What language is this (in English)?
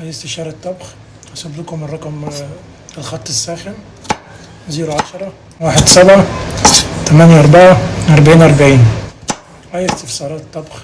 Egyptian Arabic